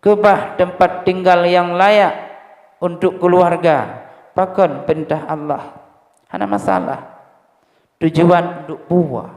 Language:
Achinese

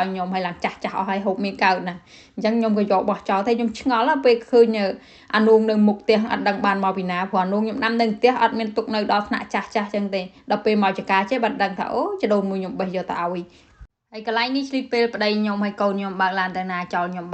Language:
Khmer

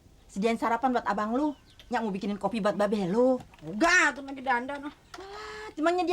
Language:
Betawi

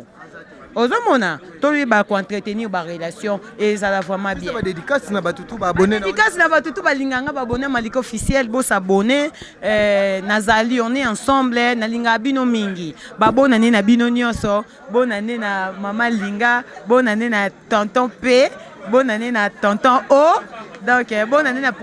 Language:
Lingala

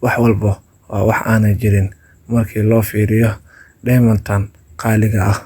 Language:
Somali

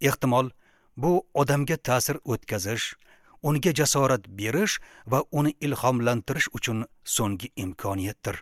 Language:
Uzbek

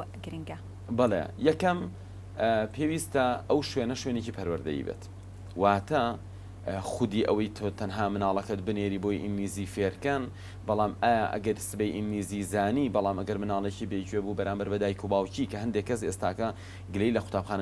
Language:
Central Kurdish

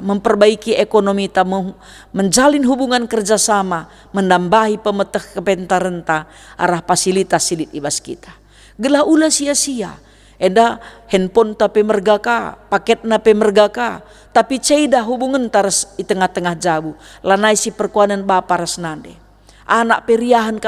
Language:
Batak Karo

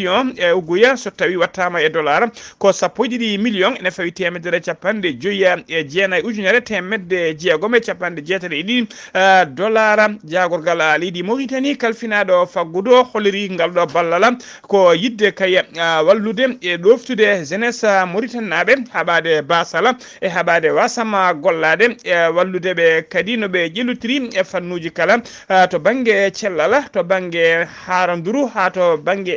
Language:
Fula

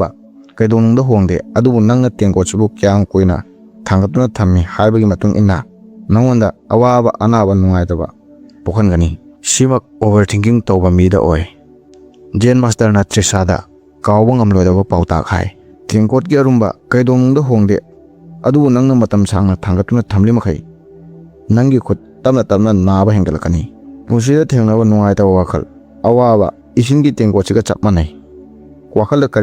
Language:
Manipuri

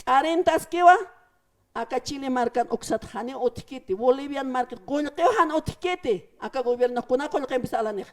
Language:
Aymara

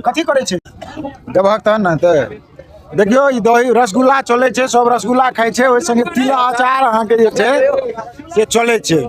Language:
Maithili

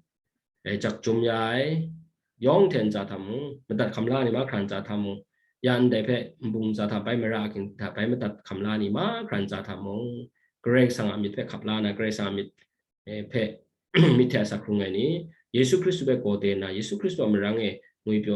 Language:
Kachin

